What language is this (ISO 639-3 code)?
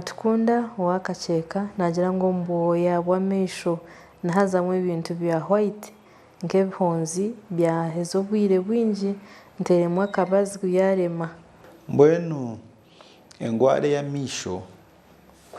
nyn